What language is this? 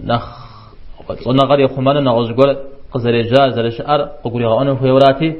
Kabardian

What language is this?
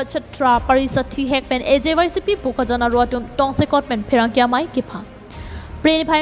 Karbi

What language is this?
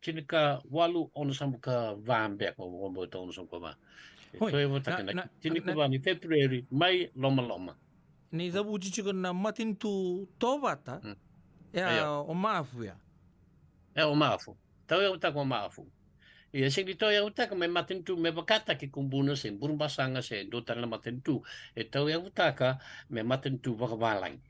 Fijian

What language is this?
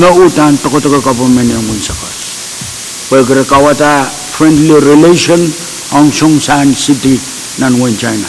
Pohnpeian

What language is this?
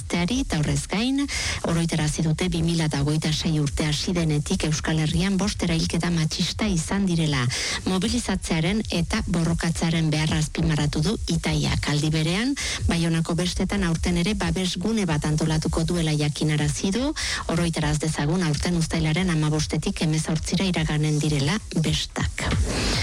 Basque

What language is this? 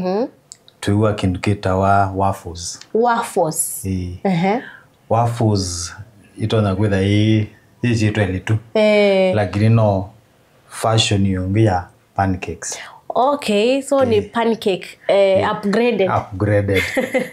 Kamba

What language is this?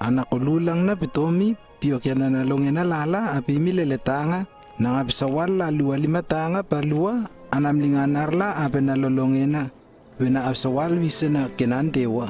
Lewo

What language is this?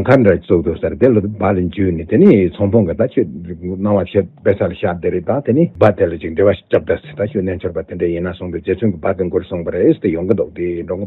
Tibetan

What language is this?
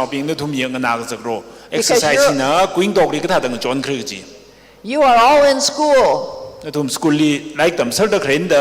Tangkhul Naga (India)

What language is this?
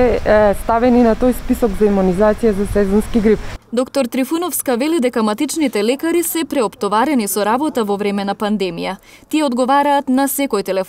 Macedonian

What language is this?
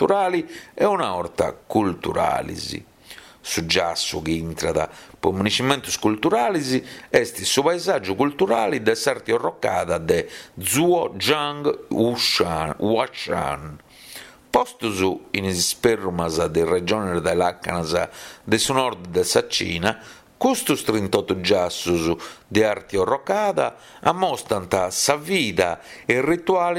Sardinian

